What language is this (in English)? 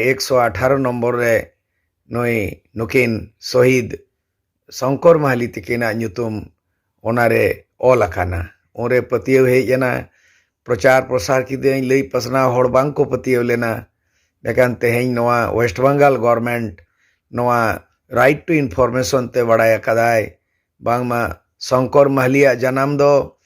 Santali